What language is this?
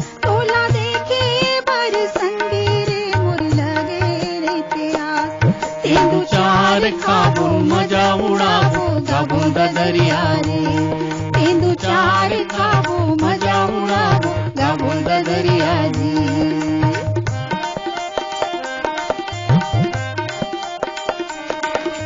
Chhattisgarhi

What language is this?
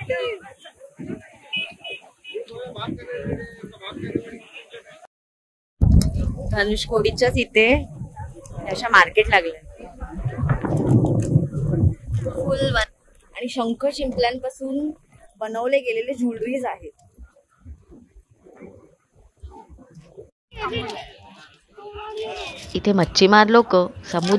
Marathi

